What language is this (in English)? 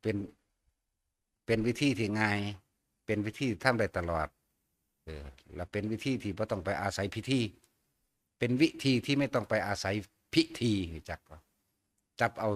Northeastern Thai